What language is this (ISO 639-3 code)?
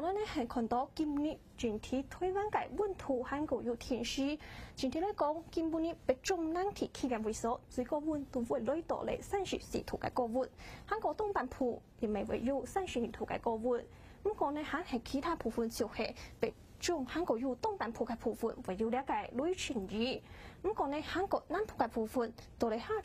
hak